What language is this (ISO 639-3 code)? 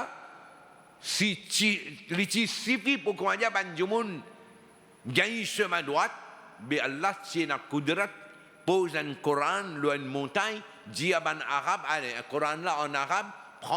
mfe